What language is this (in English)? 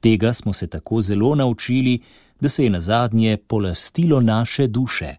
Slovenian